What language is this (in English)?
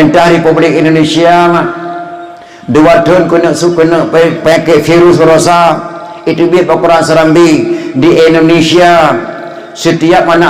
Achinese